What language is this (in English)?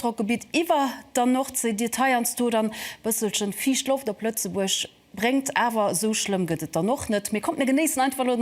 Luxembourgish